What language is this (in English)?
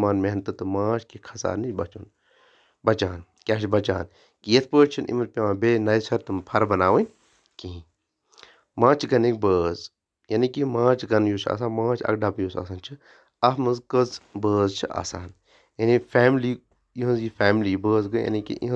Kashmiri